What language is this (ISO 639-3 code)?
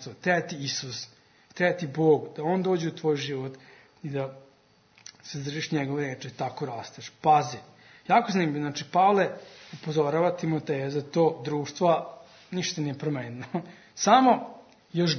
srp